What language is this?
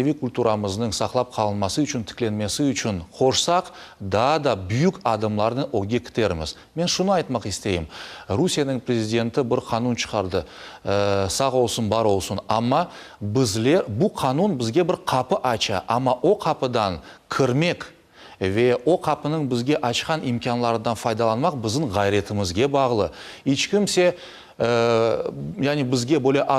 Crimean Tatar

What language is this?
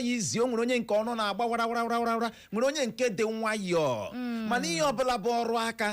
Igbo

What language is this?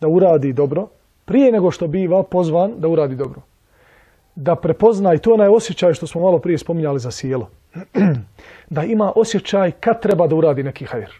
Bosnian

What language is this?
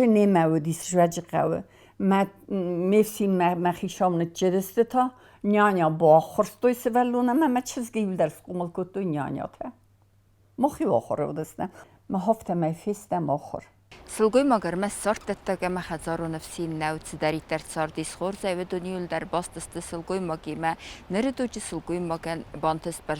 Ossetic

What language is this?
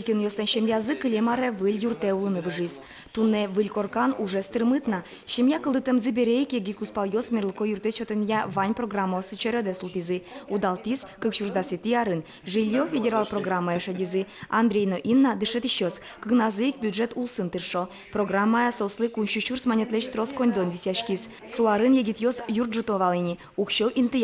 Udmurt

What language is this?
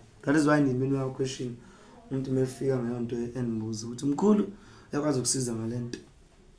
Zulu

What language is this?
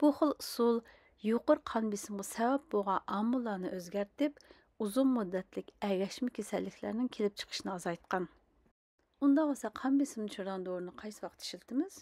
Uyghur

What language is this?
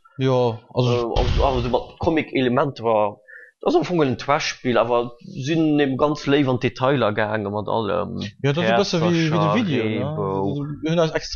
Luxembourgish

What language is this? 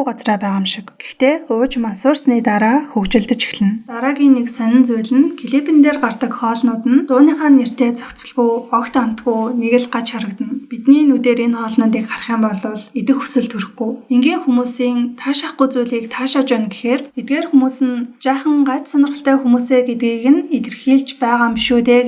Mongolian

